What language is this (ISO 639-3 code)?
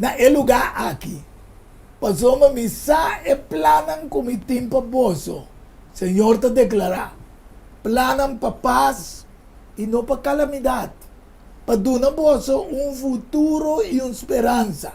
pap